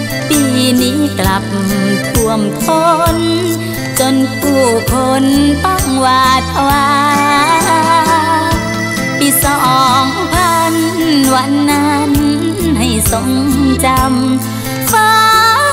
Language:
Thai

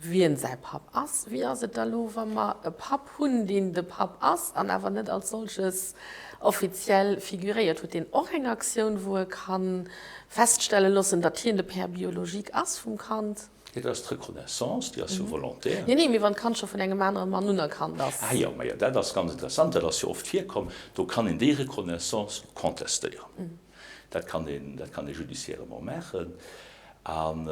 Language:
Luxembourgish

